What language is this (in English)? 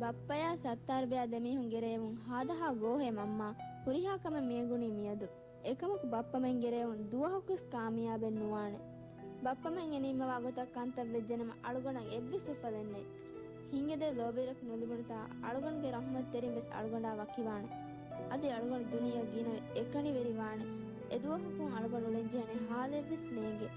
Divehi